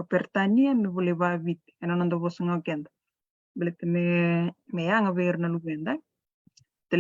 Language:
Fijian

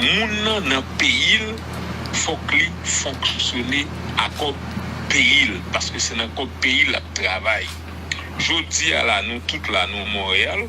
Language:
Haitian Creole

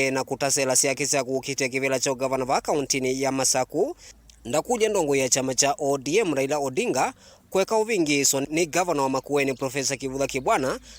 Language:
Kamba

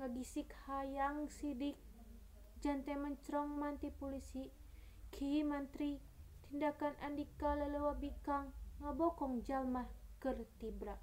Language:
Sundanese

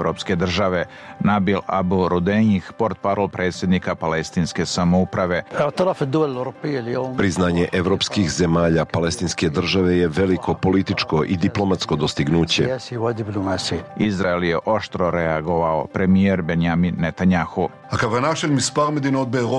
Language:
Serbian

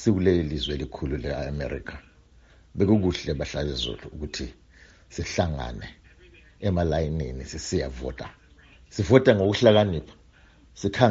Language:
North Ndebele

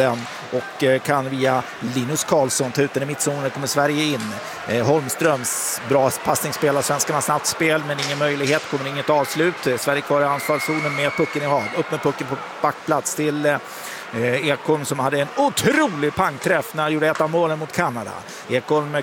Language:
Swedish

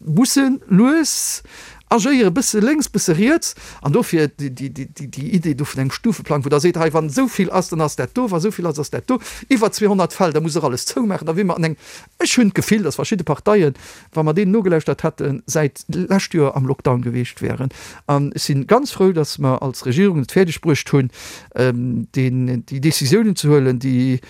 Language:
Luxembourgish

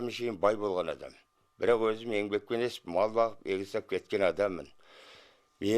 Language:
Kazakh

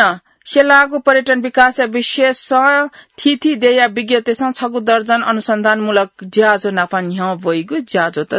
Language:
Newari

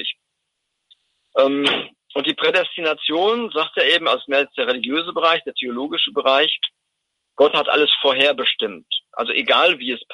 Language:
German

